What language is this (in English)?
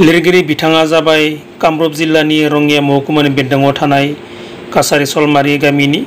Bodo